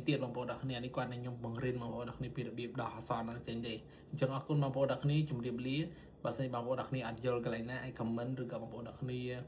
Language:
Khmer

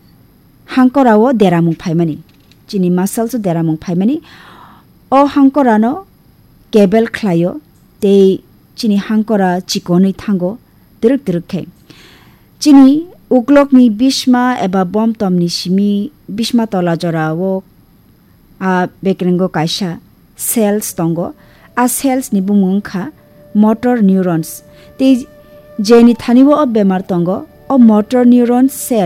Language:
Kok Borok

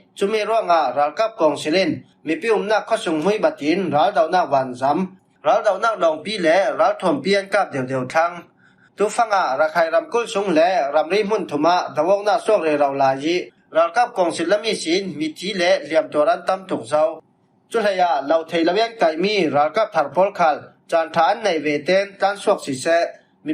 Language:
Falam Chin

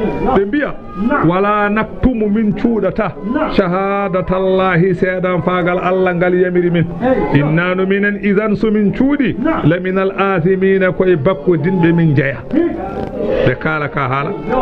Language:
Fula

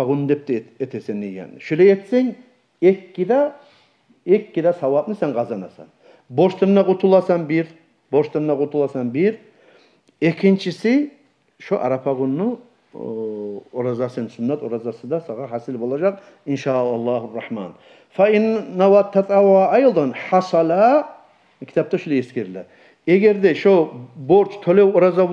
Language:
Kumyk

